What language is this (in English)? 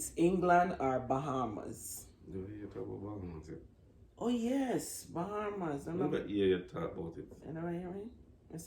Jamaican Creole English